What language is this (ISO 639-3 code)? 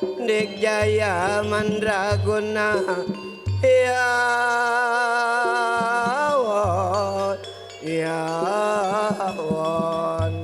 bjn